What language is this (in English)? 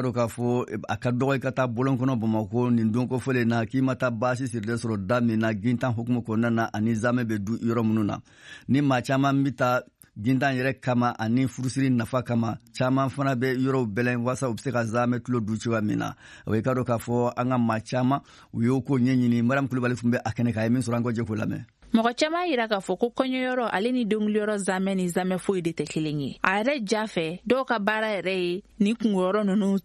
Bambara